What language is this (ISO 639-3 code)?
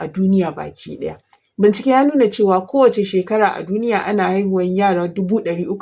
hau